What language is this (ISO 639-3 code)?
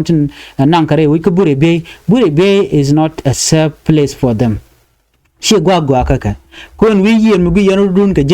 nus